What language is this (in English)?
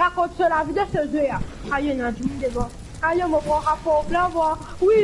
Morisyen